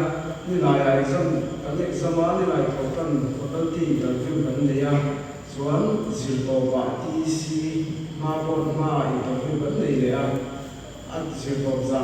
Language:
Mizo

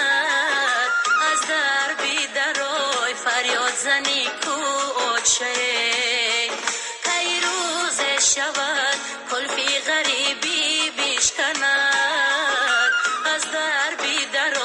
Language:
Tajik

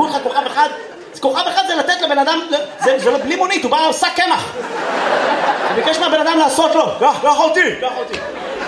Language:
Hebrew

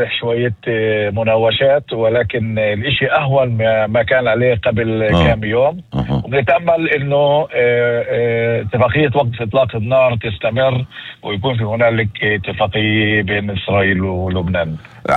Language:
North Levantine Arabic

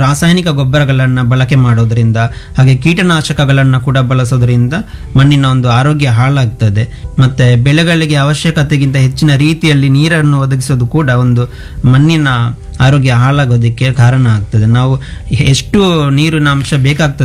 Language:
Kannada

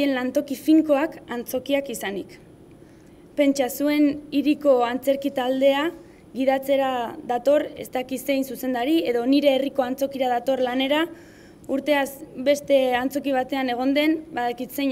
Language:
Basque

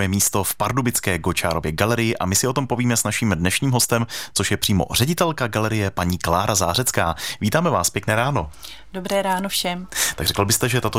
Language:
Czech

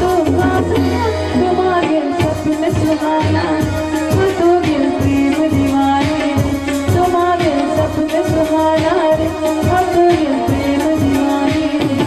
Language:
Konkani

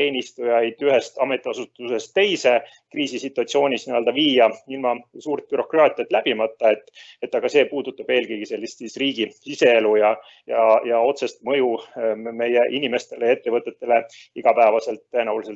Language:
Estonian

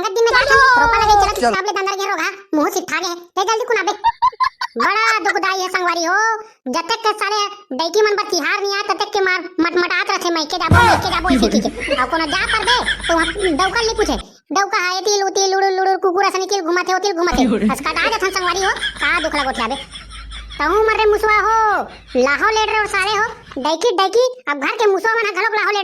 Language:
Chhattisgarhi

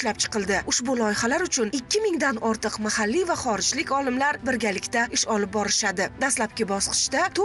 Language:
Uzbek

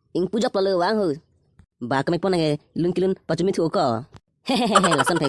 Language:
Karbi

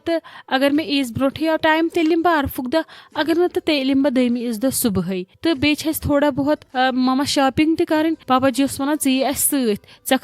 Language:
Kashmiri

